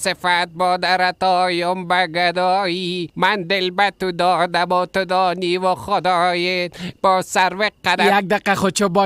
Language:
Persian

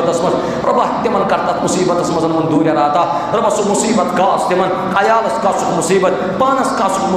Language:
Kashmiri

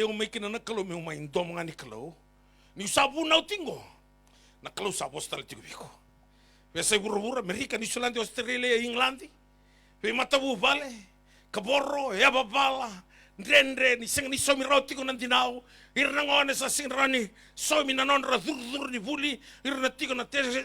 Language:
Fijian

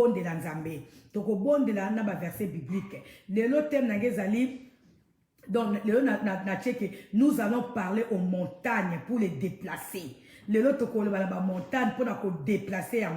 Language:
Lingala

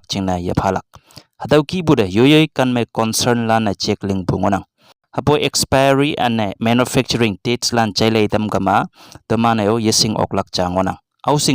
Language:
Konyak Naga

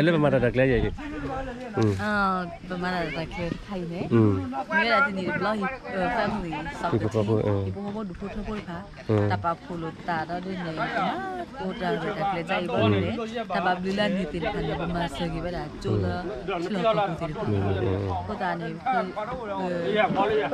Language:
S'gaw Karen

